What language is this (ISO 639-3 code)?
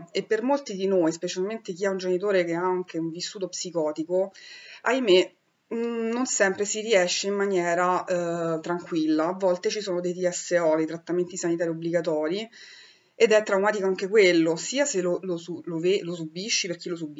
ita